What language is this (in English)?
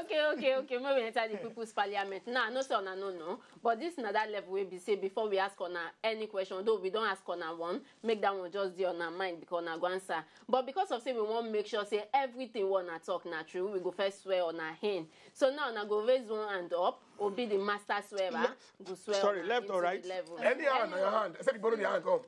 Nigerian Pidgin